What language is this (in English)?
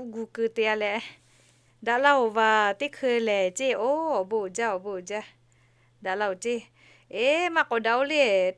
Lahu